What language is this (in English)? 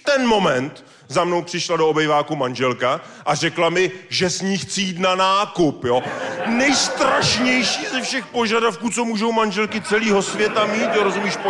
Czech